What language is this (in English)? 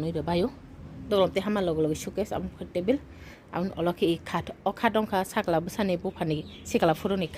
Kok Borok